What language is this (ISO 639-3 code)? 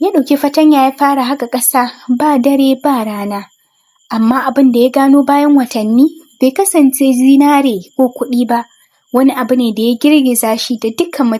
hau